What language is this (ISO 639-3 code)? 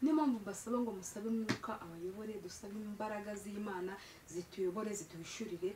kin